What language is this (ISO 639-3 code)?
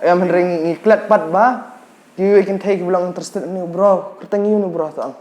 kha